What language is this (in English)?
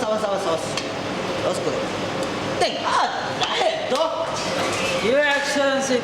Divehi